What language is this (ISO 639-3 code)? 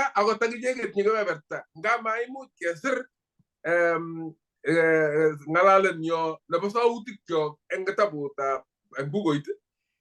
kln